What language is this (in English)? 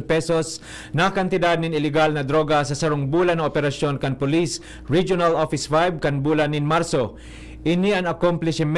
Bikol